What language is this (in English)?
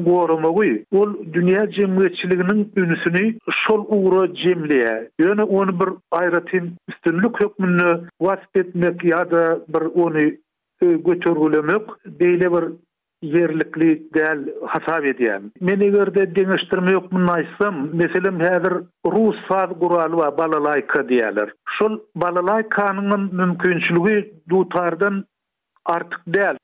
Turkmen